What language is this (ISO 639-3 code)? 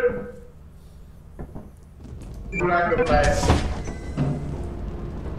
ron